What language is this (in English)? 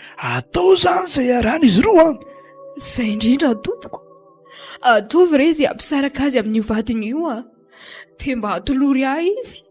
Malagasy